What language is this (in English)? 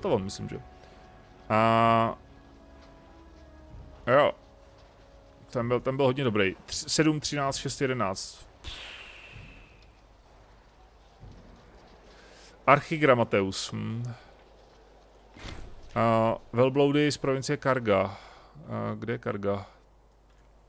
Czech